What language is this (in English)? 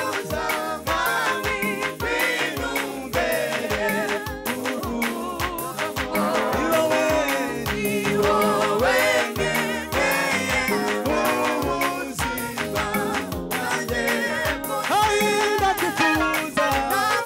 Kinyarwanda